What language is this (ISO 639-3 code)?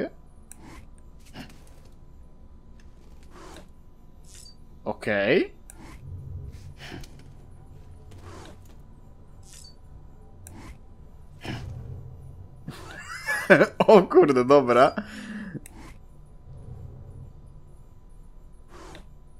pol